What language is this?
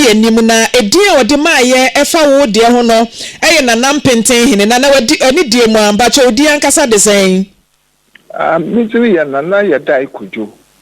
Akan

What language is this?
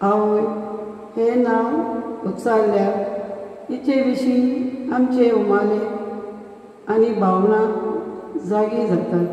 Konkani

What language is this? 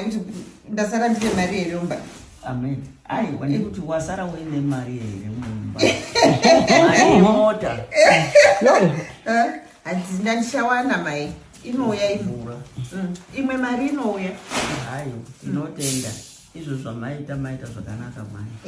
Shona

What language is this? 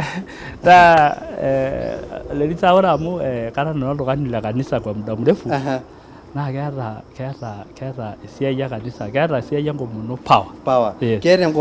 Masai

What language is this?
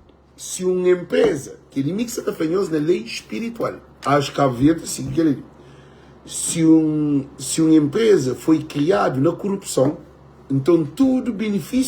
Kabuverdianu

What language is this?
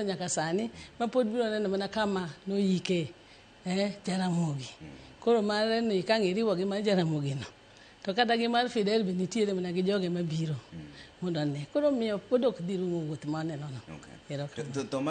Luo (Kenya and Tanzania)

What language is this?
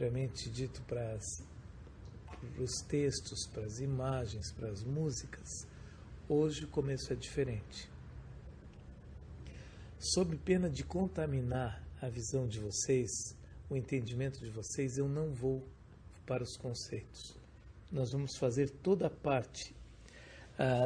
Portuguese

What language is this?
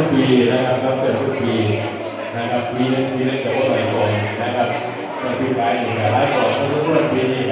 Northeastern Thai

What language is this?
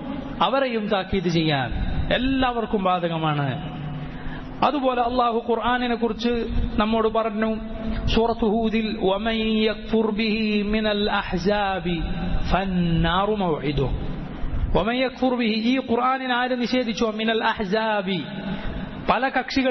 Malayalam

